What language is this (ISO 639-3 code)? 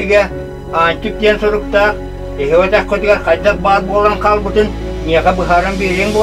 sah